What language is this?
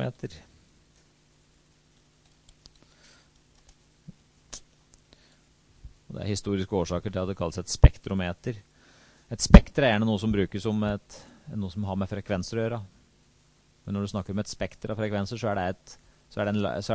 Norwegian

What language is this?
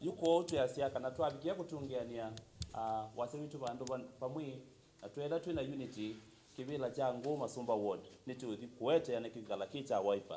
Kamba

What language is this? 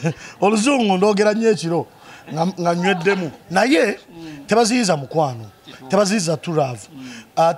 Ganda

